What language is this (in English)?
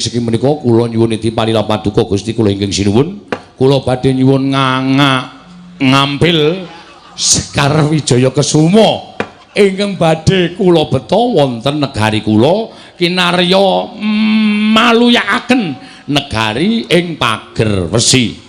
Javanese